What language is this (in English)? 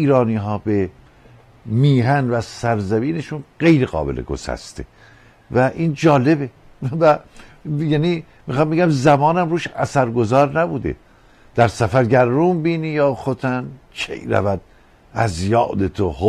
Persian